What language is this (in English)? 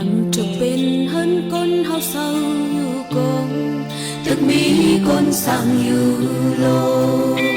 Shan